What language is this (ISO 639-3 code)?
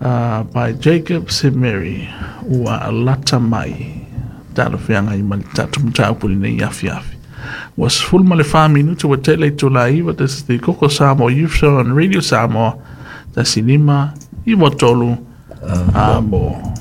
smo